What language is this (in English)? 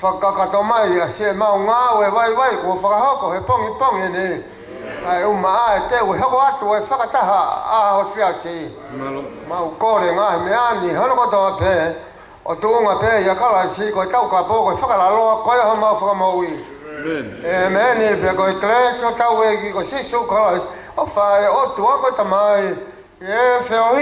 Tongan